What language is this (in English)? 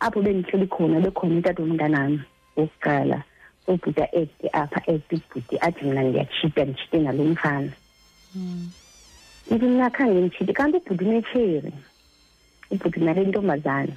Xhosa